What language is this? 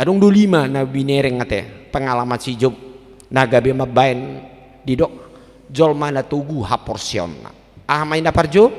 Batak Toba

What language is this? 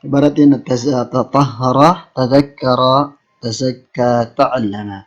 Maranao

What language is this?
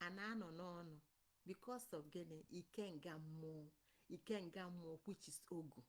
Igbo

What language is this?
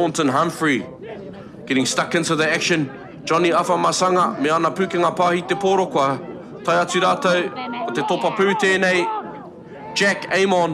Māori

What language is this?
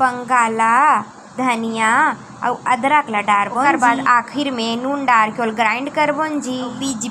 Chhattisgarhi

